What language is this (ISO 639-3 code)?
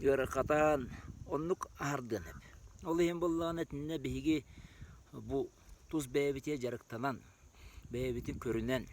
sah